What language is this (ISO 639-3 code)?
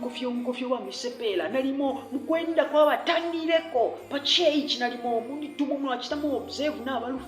bem